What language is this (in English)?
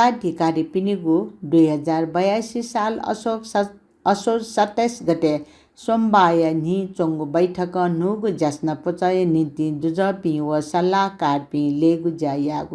Newari